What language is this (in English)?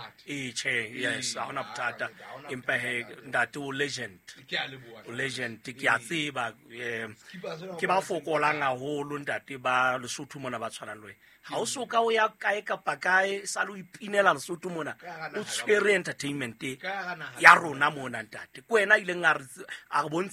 Southern Sotho